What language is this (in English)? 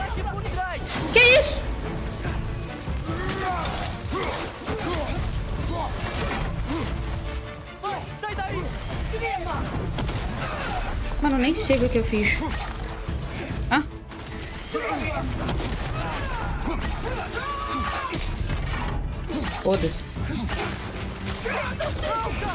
Portuguese